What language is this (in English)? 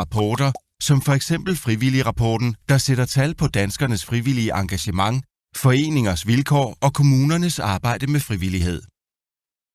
Danish